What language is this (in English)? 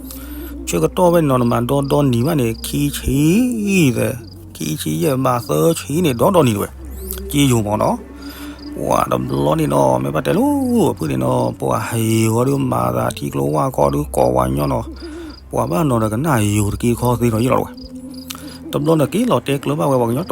S'gaw Karen